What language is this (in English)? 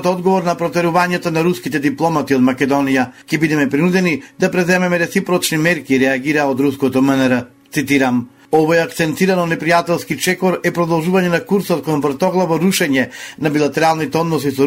Macedonian